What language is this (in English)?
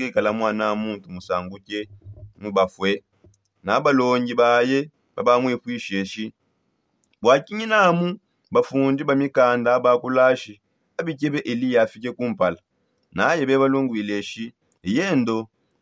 Songe